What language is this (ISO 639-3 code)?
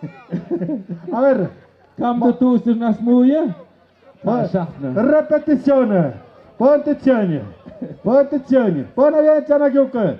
mxp